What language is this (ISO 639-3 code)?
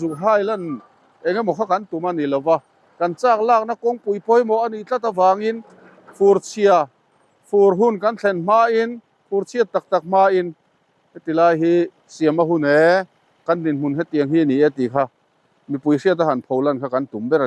lus